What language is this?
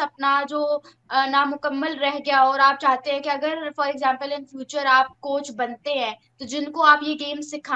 Hindi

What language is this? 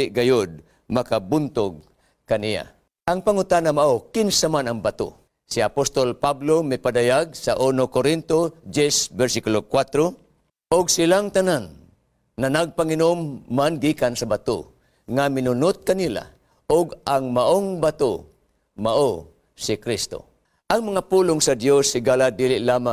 Cebuano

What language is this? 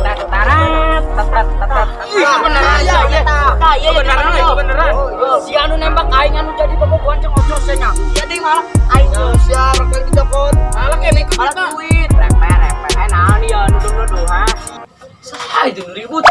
Sundanese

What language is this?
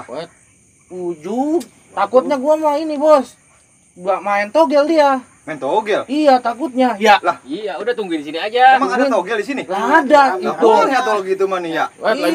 Betawi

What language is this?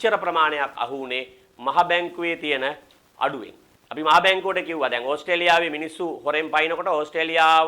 Sinhala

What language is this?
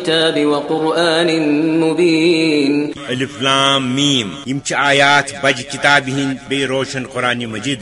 Kashmiri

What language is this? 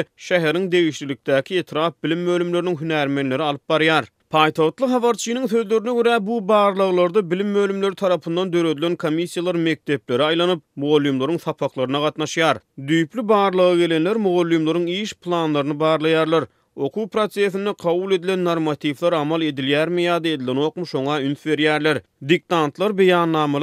Turkmen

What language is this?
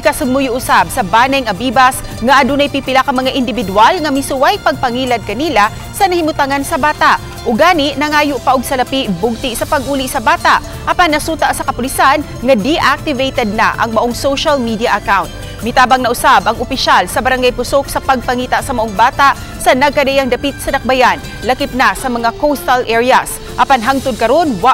Cebuano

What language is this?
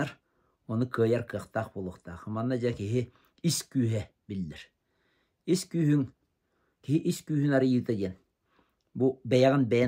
Yakut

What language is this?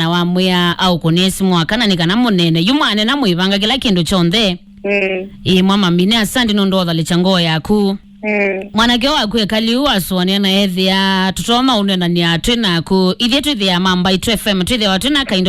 Kamba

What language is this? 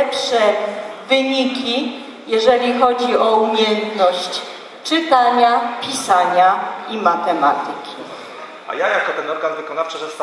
Polish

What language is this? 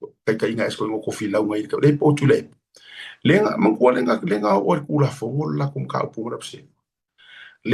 Samoan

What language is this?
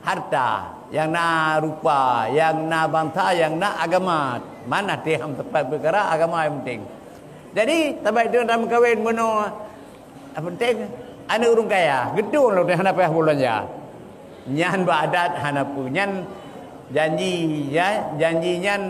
Achinese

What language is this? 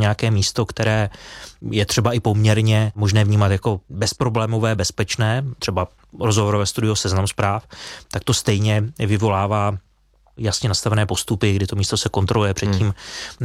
Czech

